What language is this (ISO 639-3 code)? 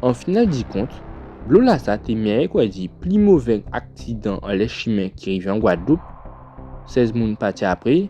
gcf